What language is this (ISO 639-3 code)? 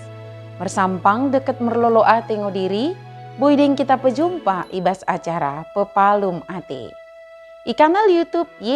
btd